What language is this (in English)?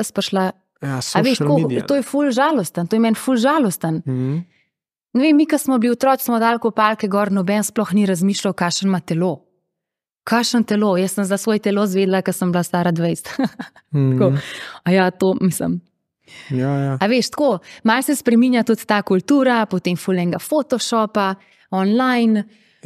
Slovenian